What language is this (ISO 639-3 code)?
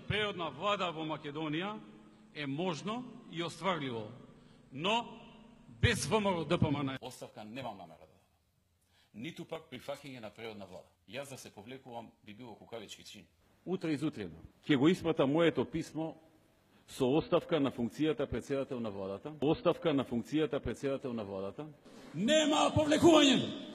mkd